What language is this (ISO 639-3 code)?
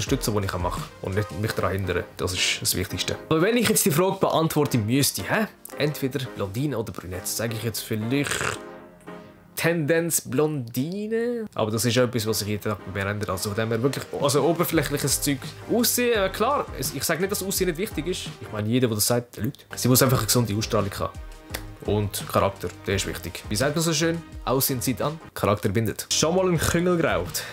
gsw